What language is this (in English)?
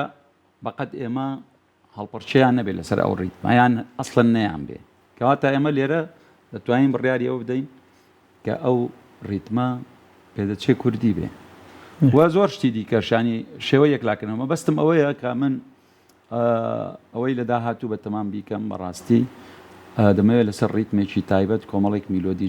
Central Kurdish